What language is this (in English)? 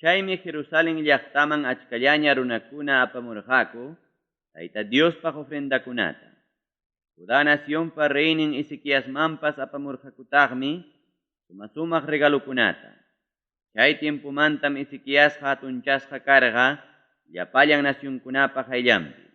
Ayacucho Quechua